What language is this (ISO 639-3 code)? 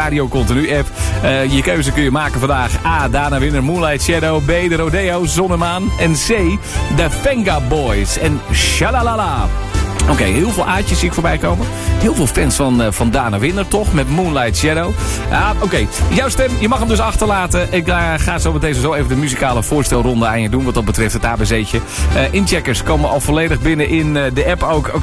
nld